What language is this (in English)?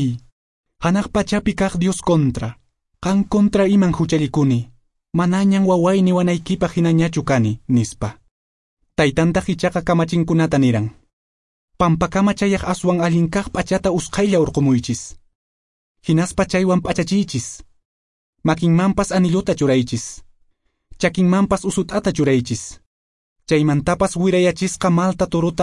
Quechua